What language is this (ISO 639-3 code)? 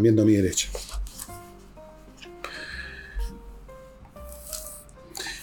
spa